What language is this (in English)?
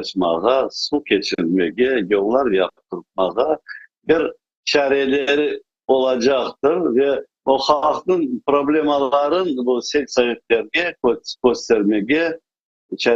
Crimean Tatar